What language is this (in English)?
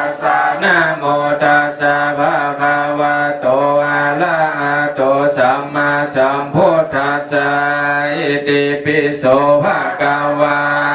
Pali